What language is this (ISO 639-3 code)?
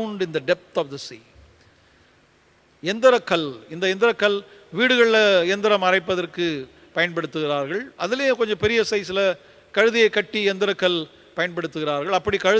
tam